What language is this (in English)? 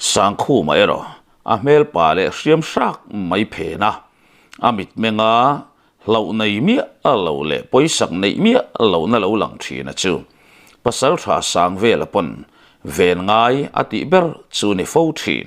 Mizo